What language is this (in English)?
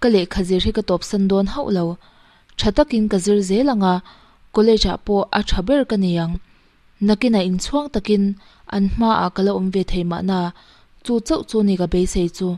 Mizo